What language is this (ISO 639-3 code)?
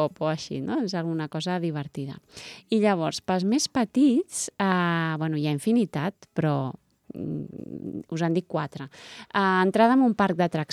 cat